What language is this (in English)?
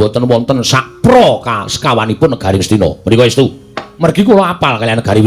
Javanese